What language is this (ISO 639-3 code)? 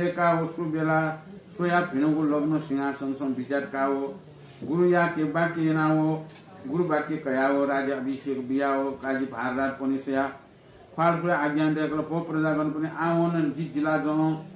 new